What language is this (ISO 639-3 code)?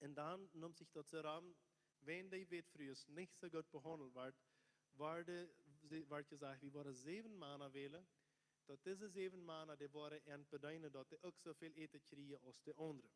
pdt